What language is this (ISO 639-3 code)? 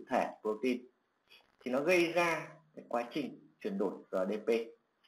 vie